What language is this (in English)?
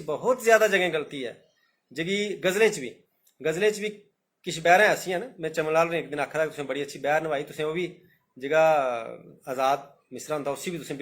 Dogri